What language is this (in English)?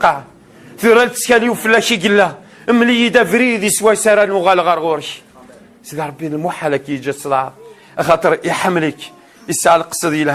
Kabyle